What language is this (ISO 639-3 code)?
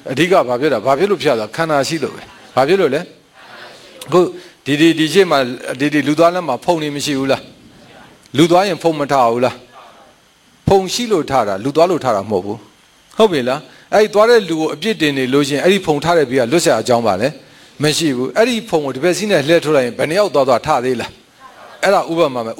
mya